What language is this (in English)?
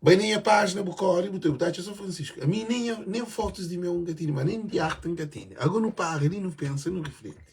Kabuverdianu